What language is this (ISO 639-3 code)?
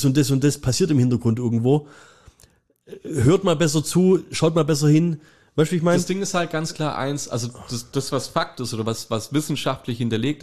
deu